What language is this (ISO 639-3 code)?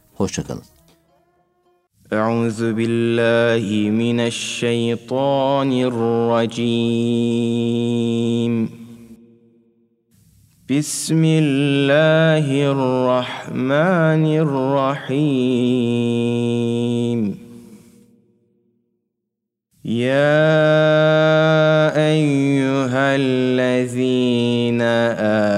tur